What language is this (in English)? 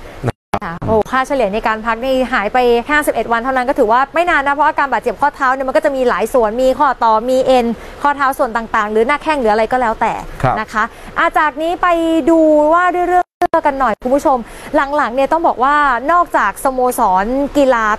Thai